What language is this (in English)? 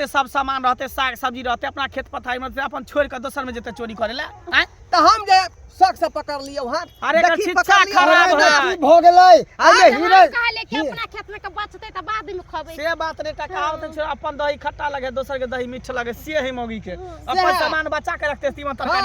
Maithili